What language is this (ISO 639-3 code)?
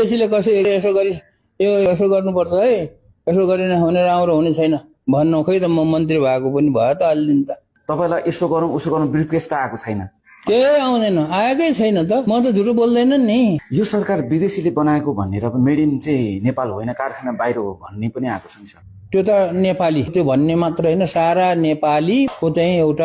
nep